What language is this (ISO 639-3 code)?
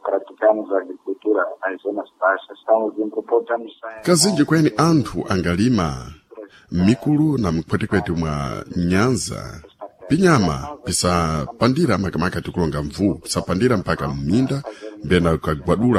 seh